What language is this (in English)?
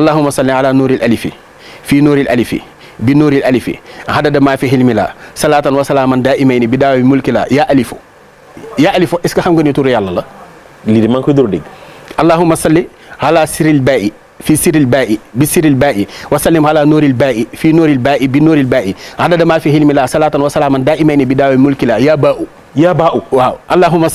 Wolof